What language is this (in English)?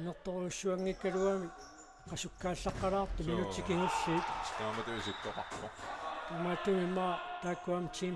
Kalaallisut